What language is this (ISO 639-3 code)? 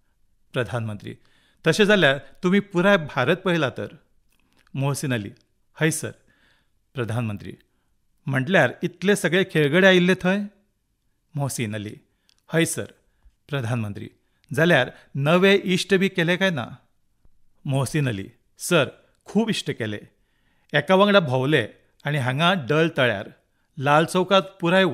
kok